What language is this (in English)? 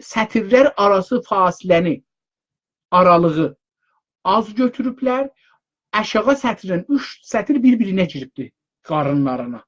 South Azerbaijani